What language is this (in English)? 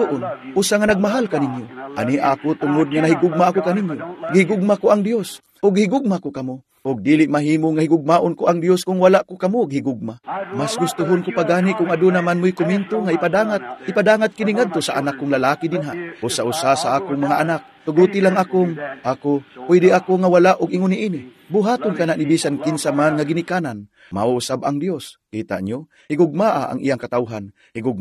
Cebuano